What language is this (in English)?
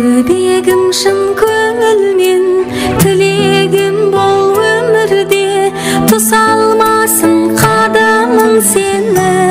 Kara-Kalpak